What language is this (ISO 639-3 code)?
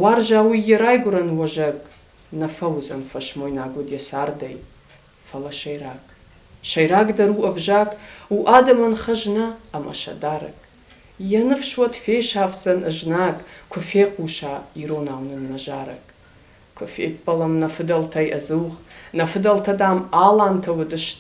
oss